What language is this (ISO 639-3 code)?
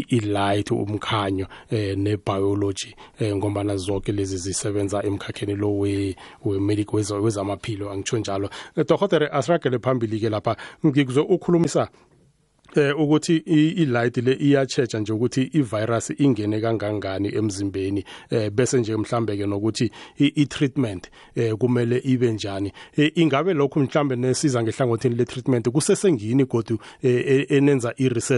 nbl